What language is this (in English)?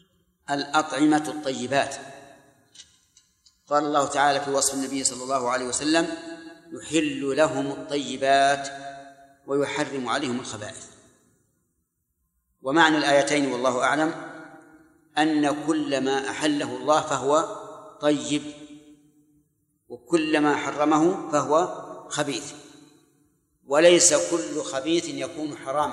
Arabic